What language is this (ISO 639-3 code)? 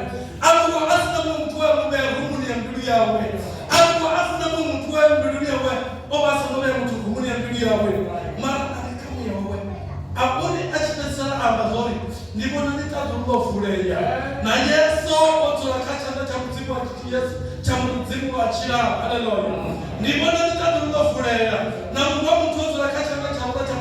ven